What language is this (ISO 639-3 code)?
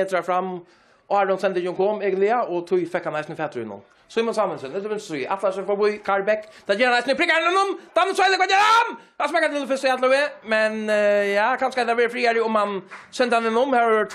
fao